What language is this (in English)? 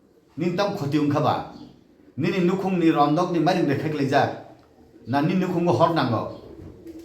Kok Borok